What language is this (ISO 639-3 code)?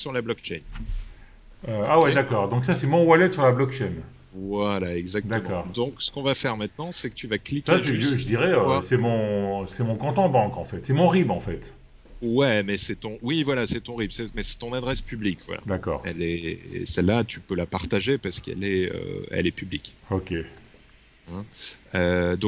fra